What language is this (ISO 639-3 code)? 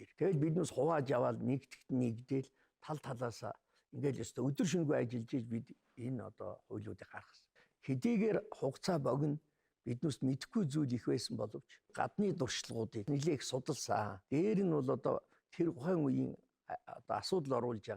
mon